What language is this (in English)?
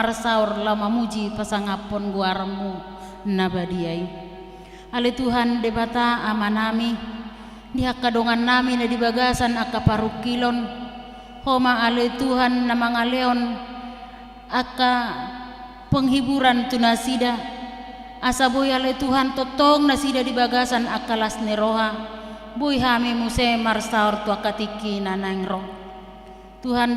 Batak Toba